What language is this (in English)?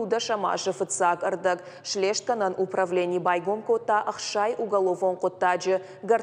Ossetic